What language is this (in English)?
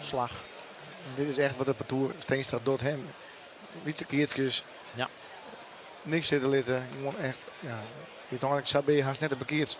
Western Frisian